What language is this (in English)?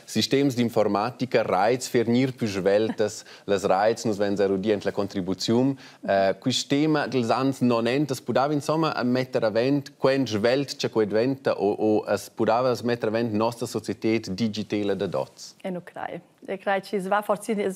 Romansh